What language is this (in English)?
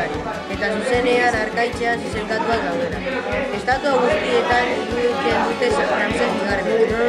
Basque